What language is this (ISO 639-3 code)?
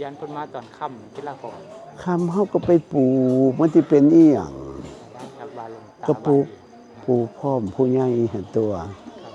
tts